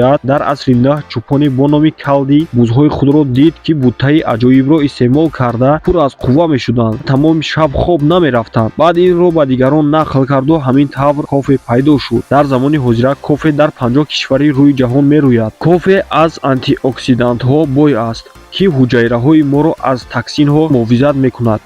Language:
Tajik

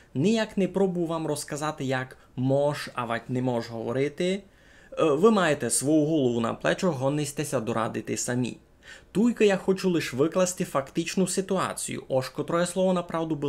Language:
Rusyn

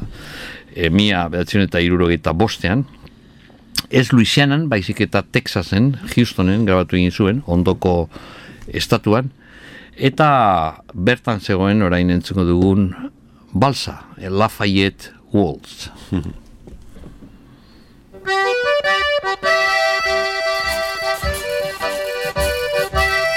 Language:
Basque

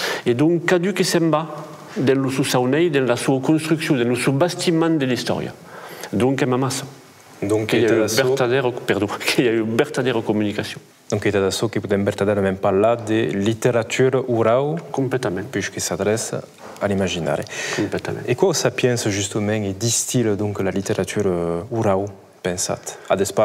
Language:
Occitan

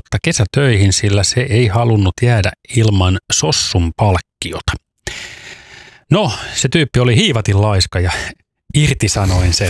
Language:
Finnish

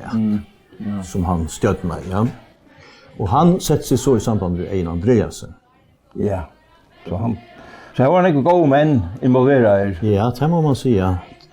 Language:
Faroese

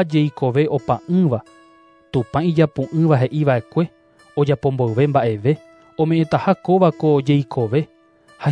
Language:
Guarani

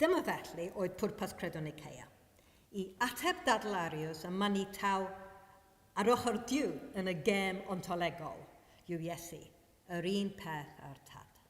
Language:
Welsh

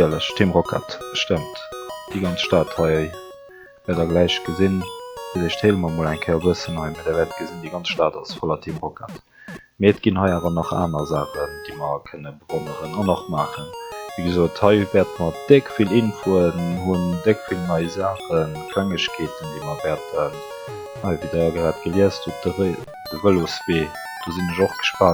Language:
Luxembourgish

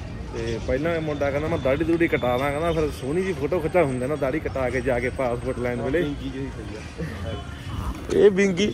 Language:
Punjabi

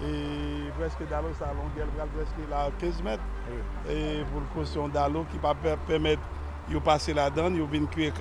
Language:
Haitian Creole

